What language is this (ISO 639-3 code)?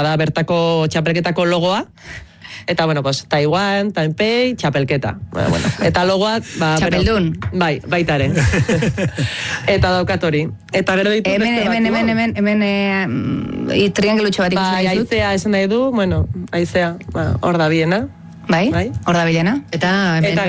eus